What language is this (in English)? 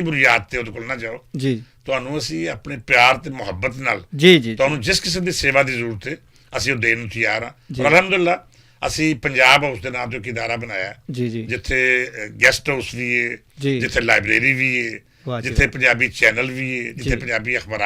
Western Panjabi